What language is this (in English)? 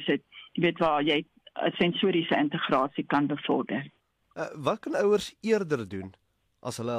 Afrikaans